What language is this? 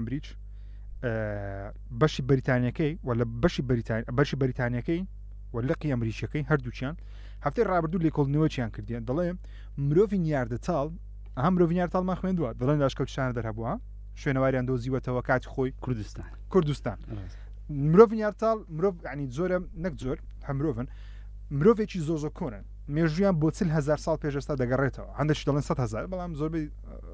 Central Kurdish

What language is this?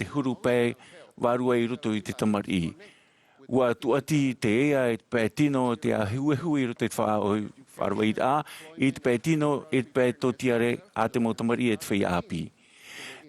Tahitian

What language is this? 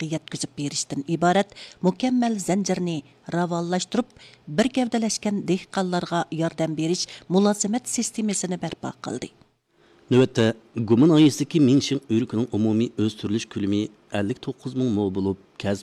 Uyghur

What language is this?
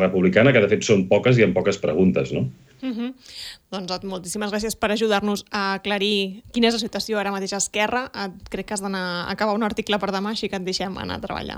Catalan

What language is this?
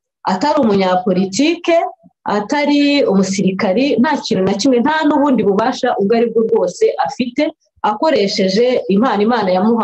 Kinyarwanda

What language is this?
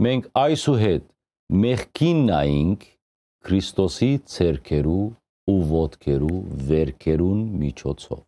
Western Armenian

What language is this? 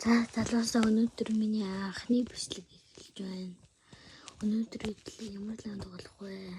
Mongolian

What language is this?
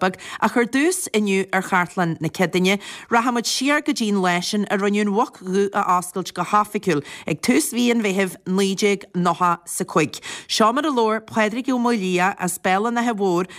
Irish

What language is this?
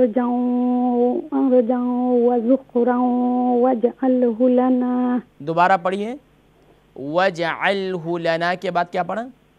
Urdu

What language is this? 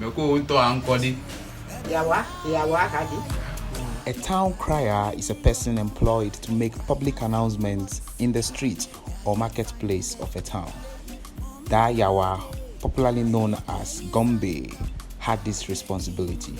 Ewe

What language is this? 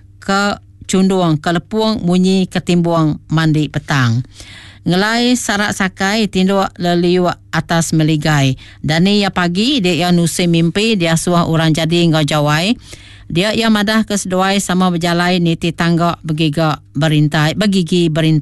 Iban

